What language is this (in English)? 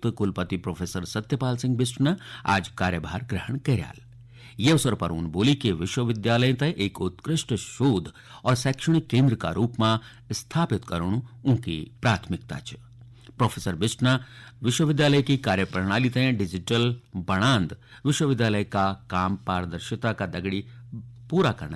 Garhwali